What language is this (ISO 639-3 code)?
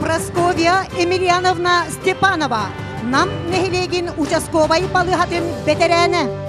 sah